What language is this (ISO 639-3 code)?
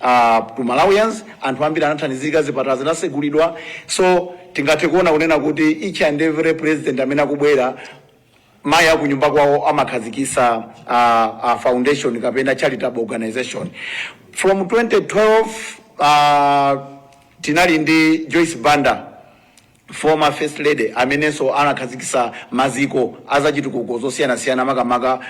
nya